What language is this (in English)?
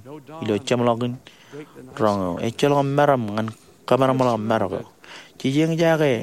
Marshallese